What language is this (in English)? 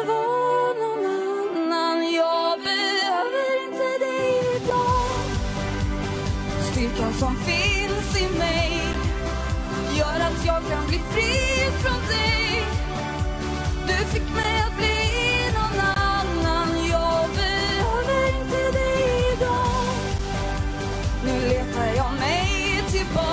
Swedish